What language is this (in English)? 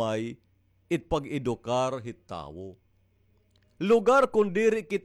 Waray